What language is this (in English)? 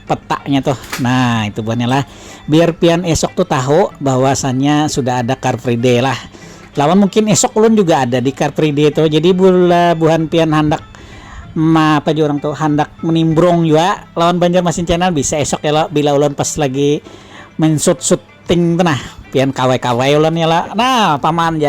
Banjar